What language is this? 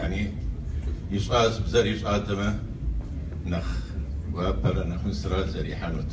Kabardian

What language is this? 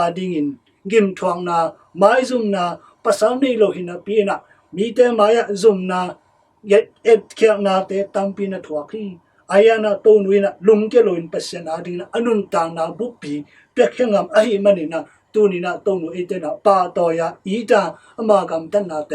Tedim Chin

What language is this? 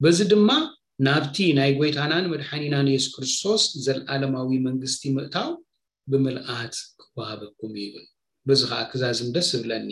Tigrinya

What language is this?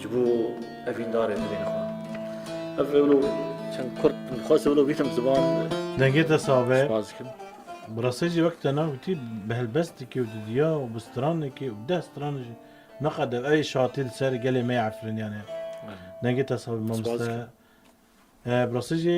Kurdish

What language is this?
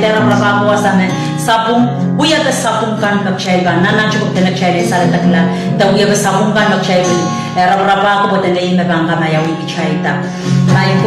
Pohnpeian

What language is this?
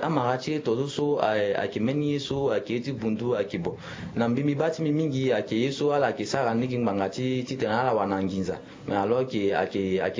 Sango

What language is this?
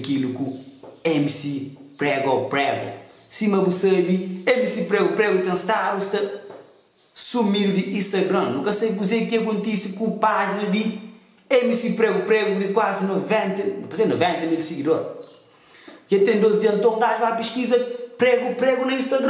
Kabuverdianu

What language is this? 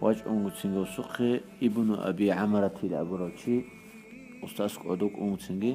Avaric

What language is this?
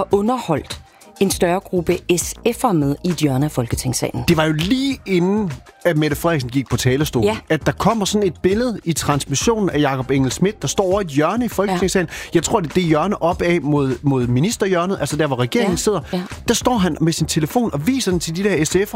Danish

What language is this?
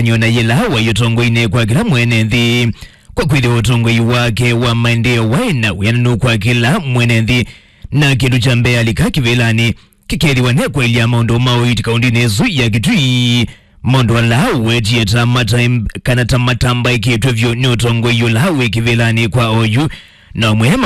Kamba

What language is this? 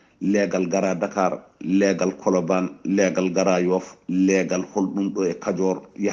Fula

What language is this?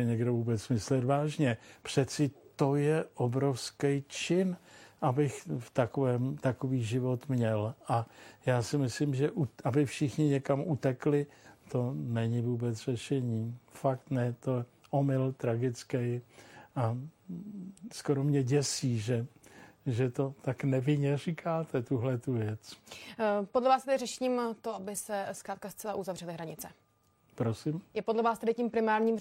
Czech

